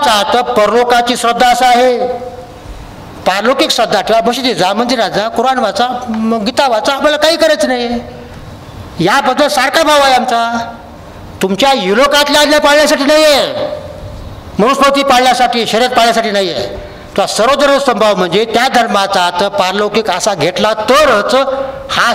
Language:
Marathi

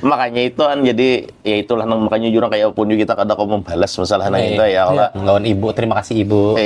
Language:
Banjar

